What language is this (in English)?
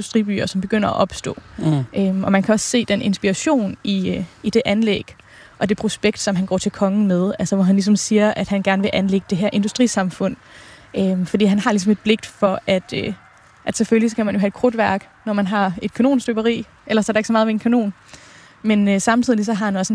Danish